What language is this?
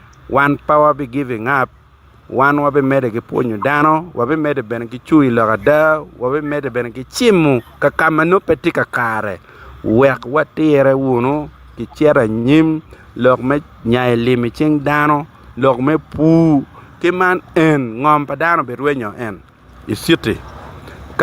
Acoli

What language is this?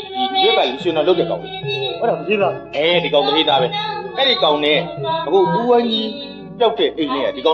Burmese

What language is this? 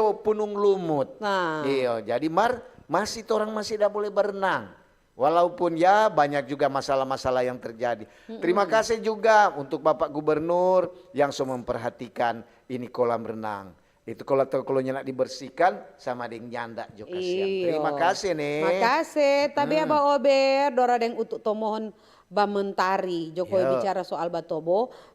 Manado Malay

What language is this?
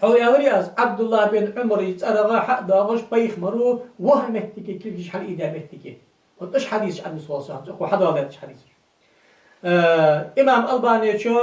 Ingush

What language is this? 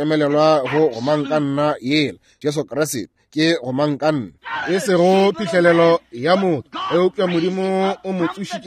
Northern Sotho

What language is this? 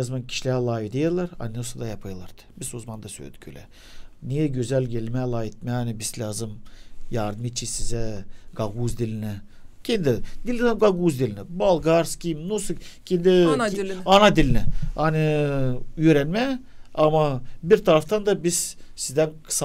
Gagauz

